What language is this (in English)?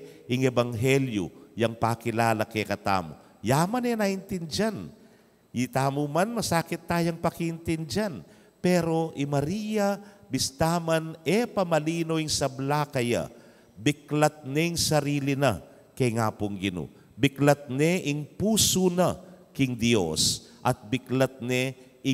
Pampanga